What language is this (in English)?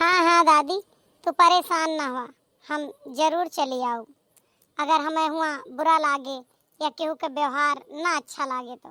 Awadhi